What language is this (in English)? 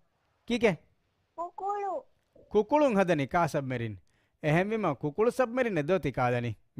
Divehi